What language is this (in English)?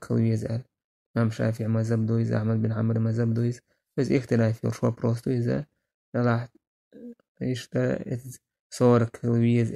Chechen